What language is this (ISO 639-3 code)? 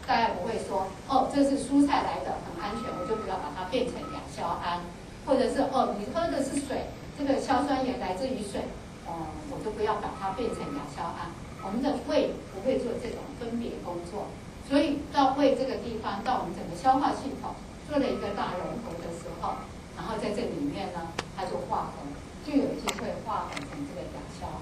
zho